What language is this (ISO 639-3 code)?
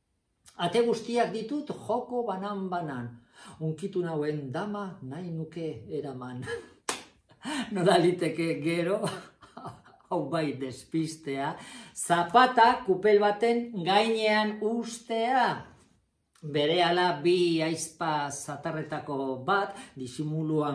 eus